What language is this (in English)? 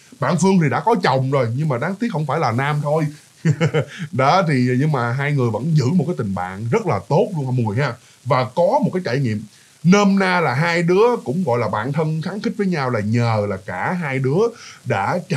Vietnamese